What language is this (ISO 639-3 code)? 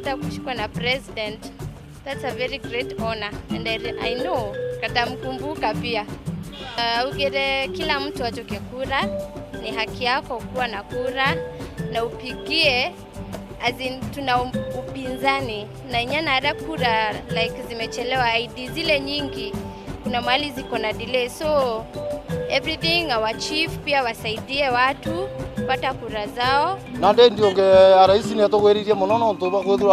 mer